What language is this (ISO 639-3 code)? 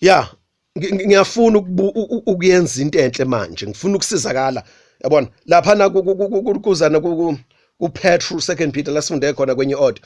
zul